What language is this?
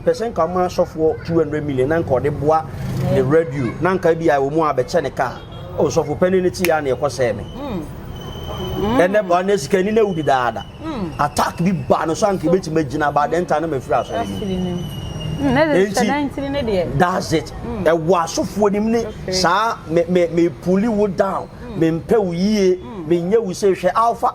Akan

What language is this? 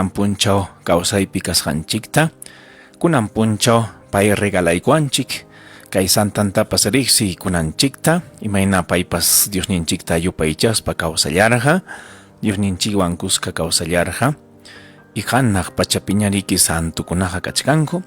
Ayacucho Quechua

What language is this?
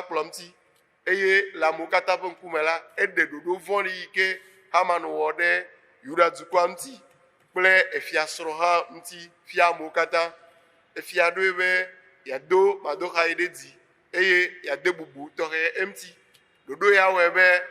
Ewe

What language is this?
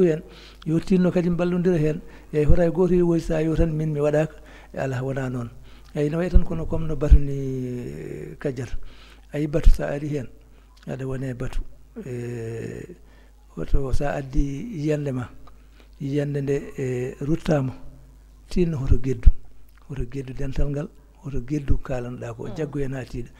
Fula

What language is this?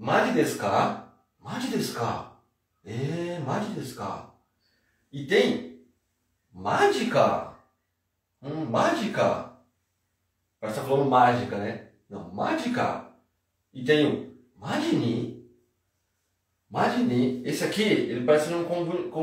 Portuguese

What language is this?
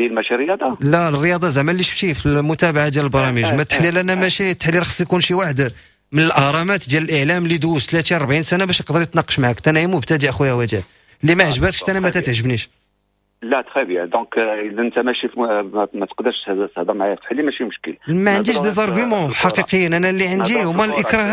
Moroccan Arabic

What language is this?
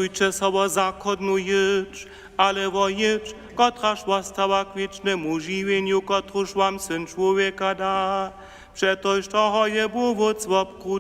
Upper Sorbian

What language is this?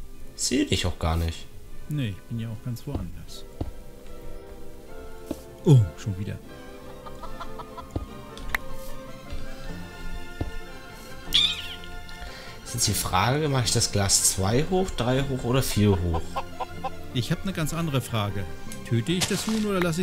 German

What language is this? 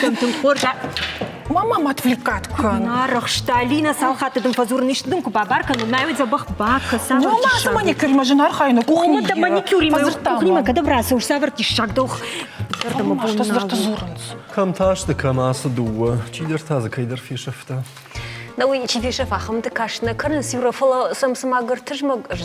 Ossetic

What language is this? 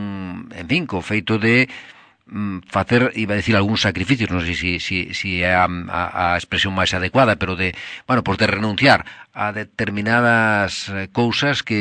Galician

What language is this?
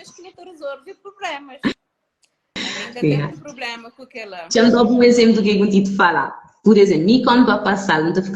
Kabuverdianu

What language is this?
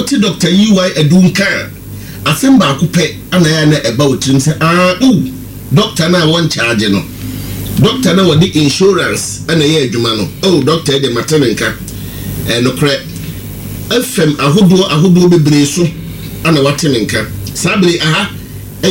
Akan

